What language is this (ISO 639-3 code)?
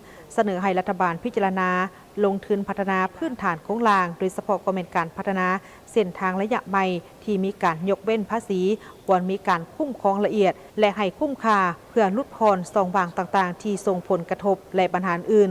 lao